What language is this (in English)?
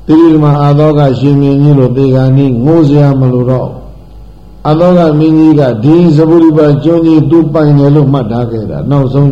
Burmese